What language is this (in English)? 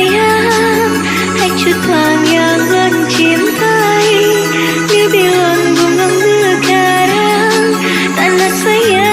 Achinese